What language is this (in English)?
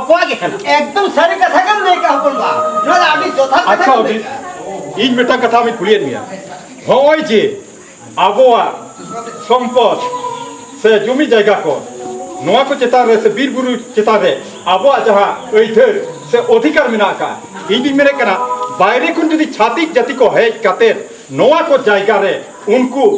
Santali